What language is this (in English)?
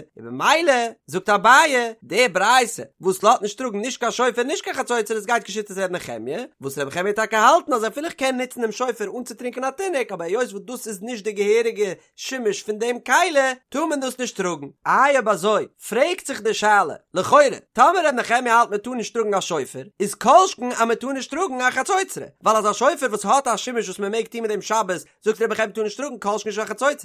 Yiddish